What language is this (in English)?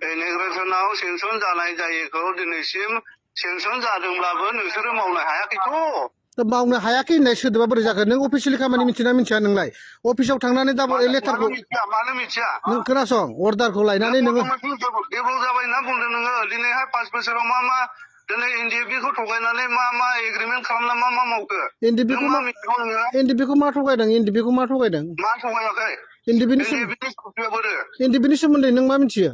Bodo